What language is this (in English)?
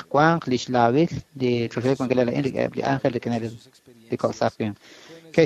Kekchí